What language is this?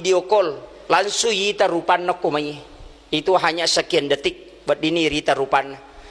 Buginese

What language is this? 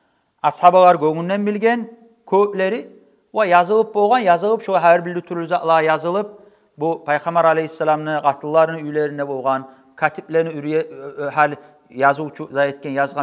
Kumyk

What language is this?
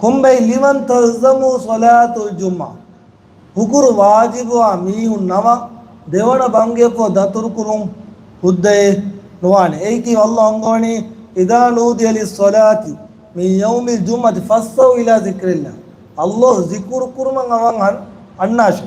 Divehi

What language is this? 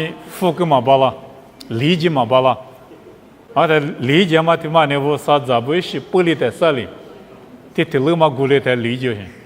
Lisu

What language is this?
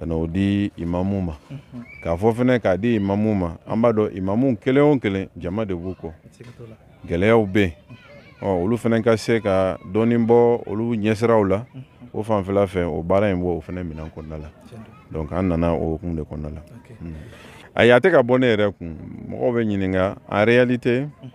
Bambara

